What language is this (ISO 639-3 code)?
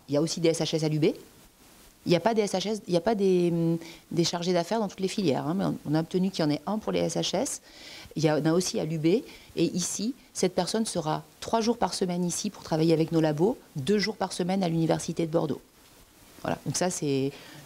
fra